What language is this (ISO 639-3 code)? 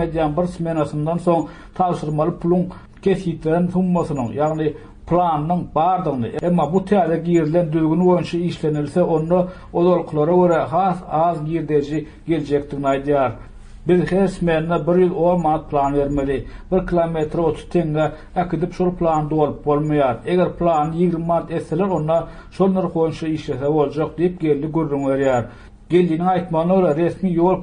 tuk